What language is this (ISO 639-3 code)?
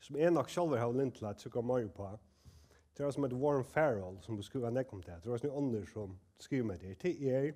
fao